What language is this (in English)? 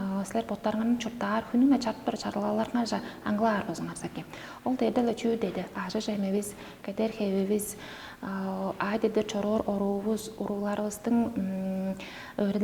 Tuvinian